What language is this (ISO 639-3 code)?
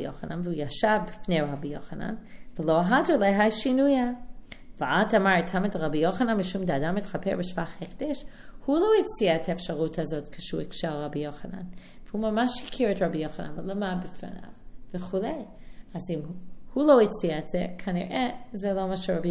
heb